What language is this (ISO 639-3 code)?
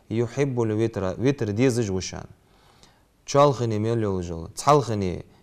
inh